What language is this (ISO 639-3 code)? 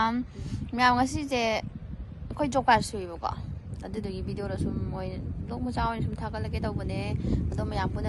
mni